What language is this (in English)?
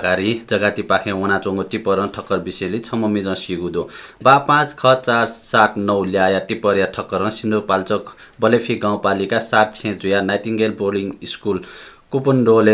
Newari